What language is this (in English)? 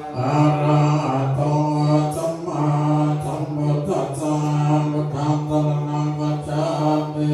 Pali